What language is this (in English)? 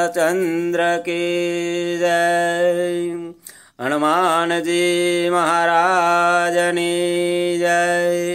Sanskrit